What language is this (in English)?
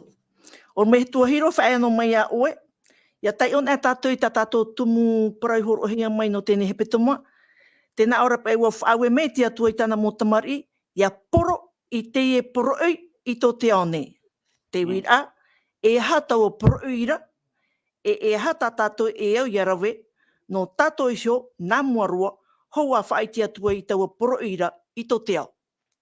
Tahitian